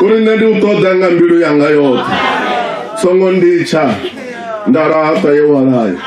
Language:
Venda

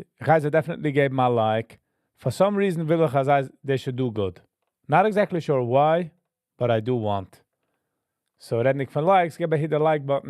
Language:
Yiddish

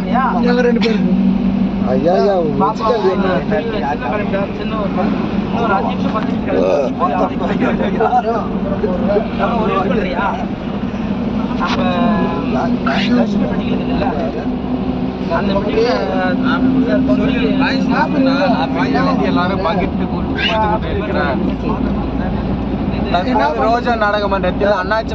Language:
Tamil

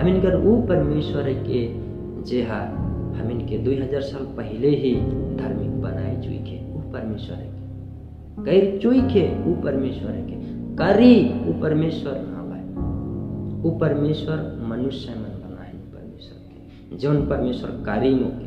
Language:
Sadri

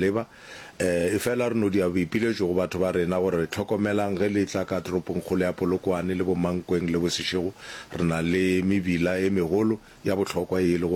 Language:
Northern Sotho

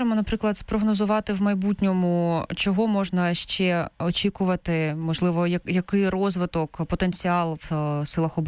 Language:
Ukrainian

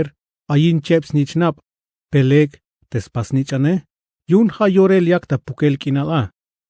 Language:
Tzeltal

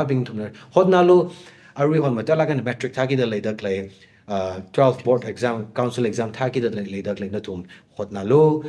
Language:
Tangkhul Naga (India)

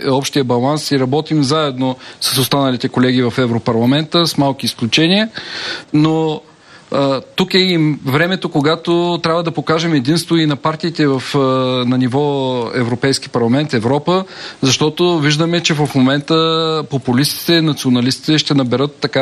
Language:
Bulgarian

